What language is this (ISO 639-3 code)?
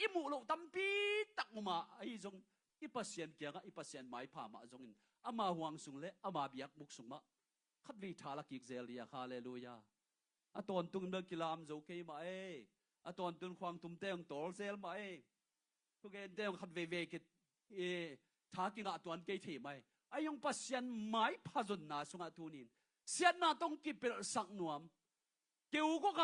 ctd